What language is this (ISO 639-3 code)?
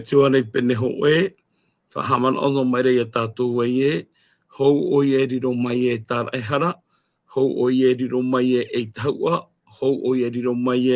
tah